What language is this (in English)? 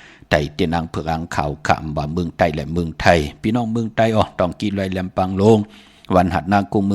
Shan